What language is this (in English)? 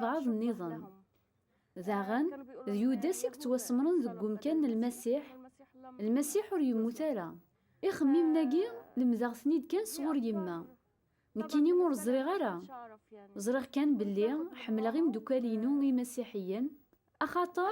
Kabyle